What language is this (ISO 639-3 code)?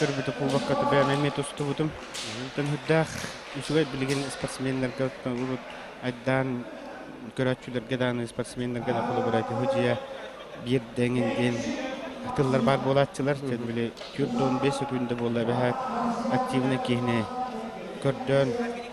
sah